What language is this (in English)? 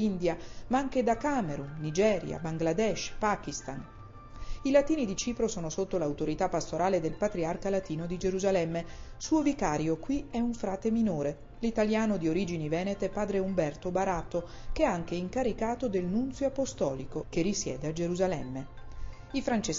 Italian